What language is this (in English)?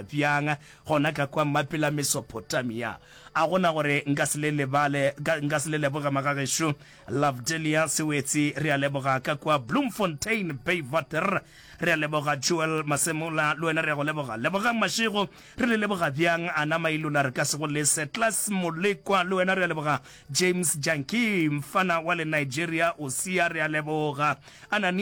Northern Sotho